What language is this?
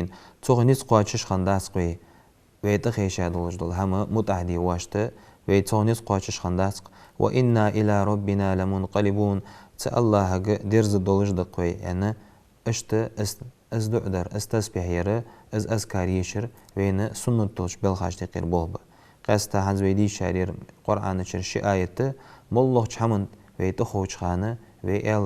Ingush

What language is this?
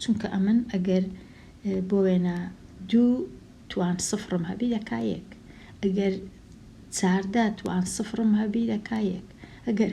Central Kurdish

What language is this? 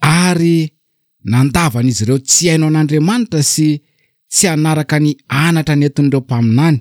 Malagasy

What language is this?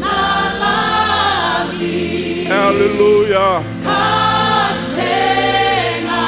Fijian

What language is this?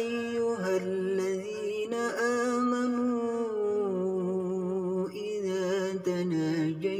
Madurese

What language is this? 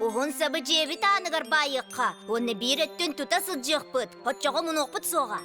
Yakut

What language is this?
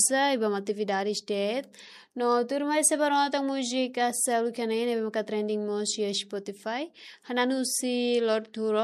Tetum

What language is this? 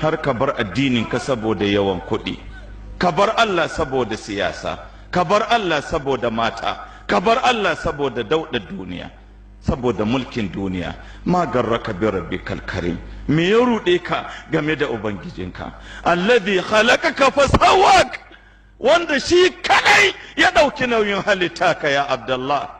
Hausa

